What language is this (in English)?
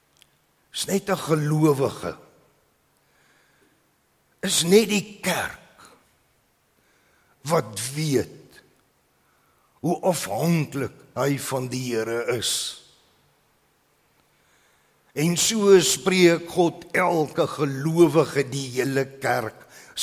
Afrikaans